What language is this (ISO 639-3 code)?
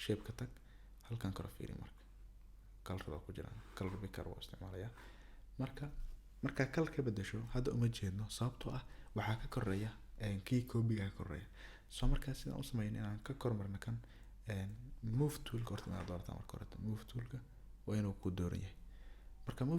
som